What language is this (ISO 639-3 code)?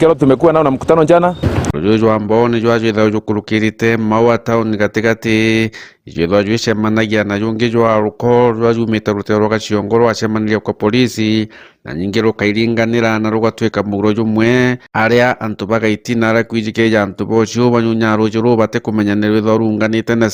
mer